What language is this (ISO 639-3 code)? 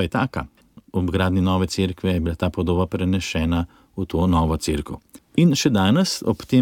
slv